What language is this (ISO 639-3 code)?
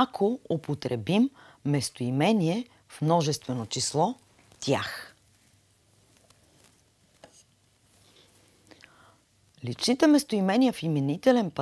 bul